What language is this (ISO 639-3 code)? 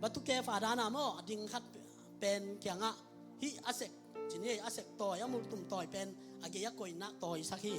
ctd